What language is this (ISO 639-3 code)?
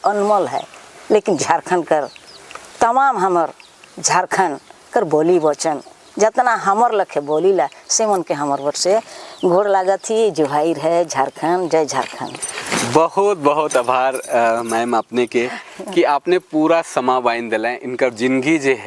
sck